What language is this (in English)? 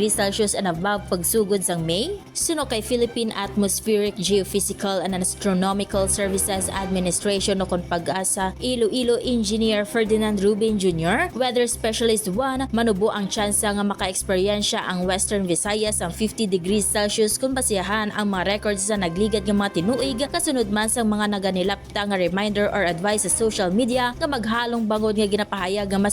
Hiligaynon